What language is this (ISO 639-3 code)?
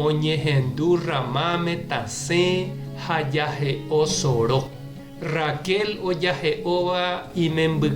grn